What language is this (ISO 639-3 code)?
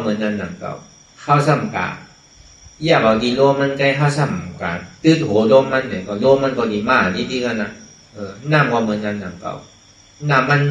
shn